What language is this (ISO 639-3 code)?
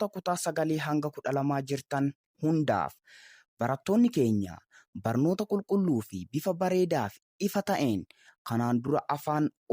orm